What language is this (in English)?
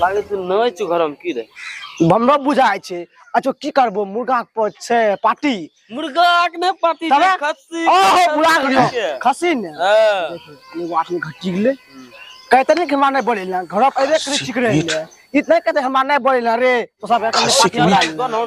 Maithili